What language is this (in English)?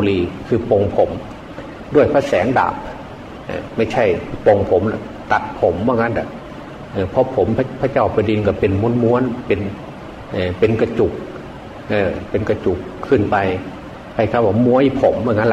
Thai